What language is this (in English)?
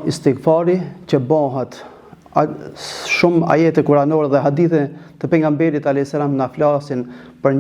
Albanian